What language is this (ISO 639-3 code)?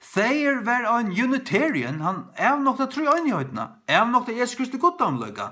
fao